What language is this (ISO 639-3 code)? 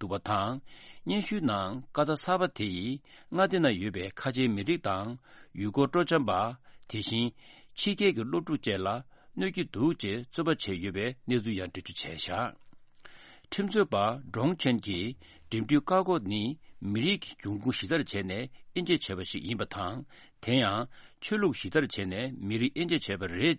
bod